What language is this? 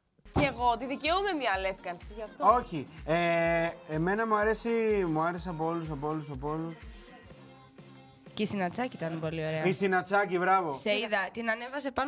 Greek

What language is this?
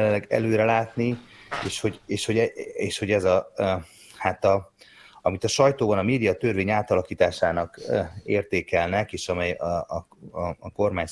Hungarian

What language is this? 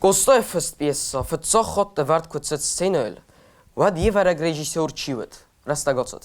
Ossetic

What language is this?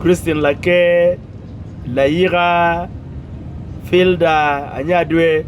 Acoli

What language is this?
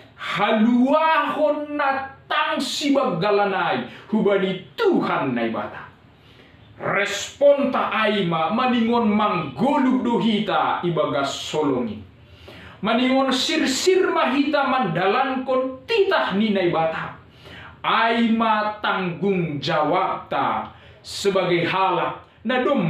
Batak Simalungun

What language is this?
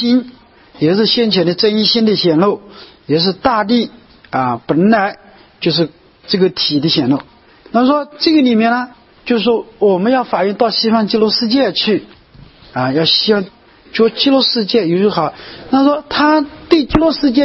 Chinese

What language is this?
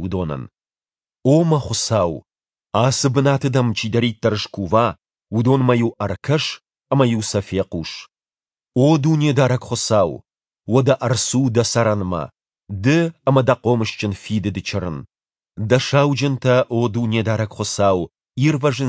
Ossetic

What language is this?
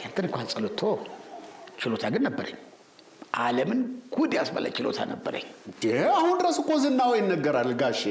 Amharic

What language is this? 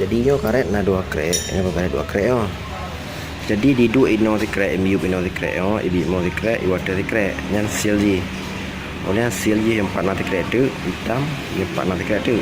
Achinese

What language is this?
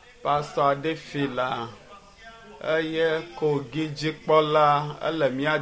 Ewe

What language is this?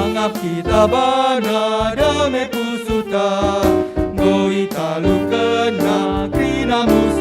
Batak Karo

